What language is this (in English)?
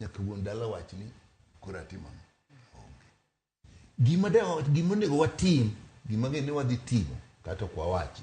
Luo (Kenya and Tanzania)